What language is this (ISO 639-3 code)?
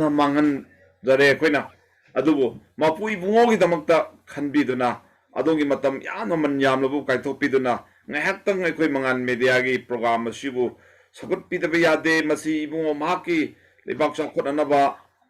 mni